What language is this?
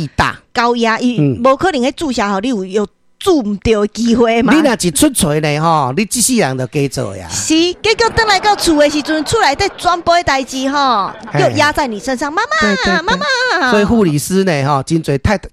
Min Nan Chinese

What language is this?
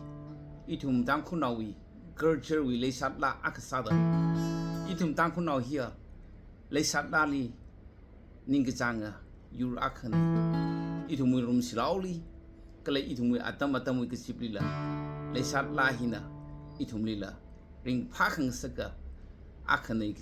Tangkhul Naga (India)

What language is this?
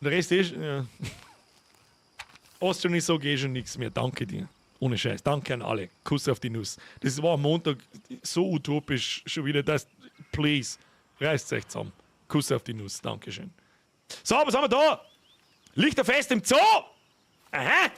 Bavarian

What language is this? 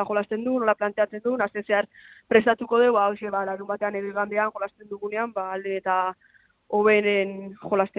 Basque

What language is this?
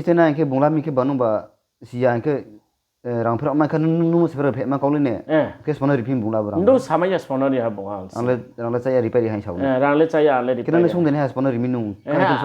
Riang (India)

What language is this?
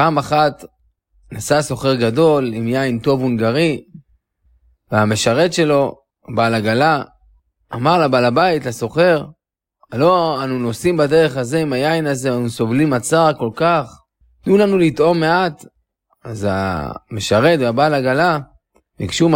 Hebrew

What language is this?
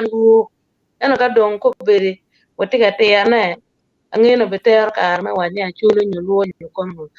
Acoli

